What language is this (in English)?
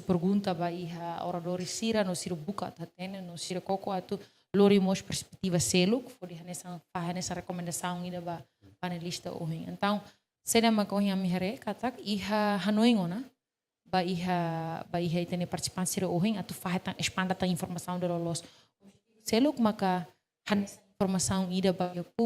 Tetum